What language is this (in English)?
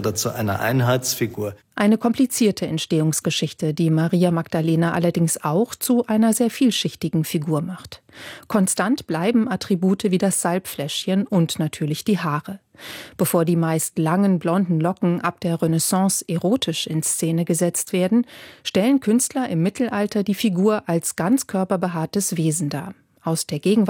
German